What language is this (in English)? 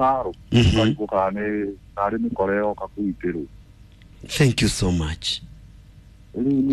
Kikuyu